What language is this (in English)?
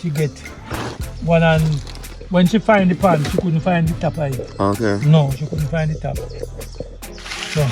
Jamaican Creole English